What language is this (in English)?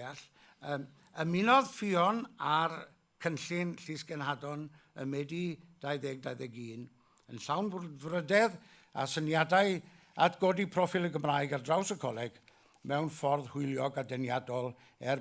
Welsh